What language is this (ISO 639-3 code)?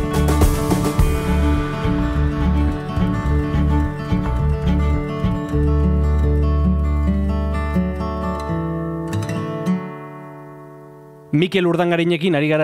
eus